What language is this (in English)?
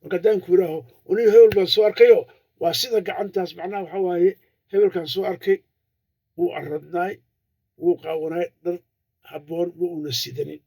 Somali